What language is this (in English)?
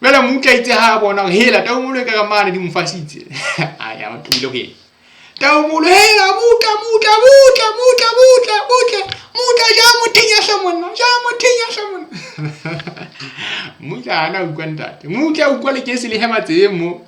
Southern Sotho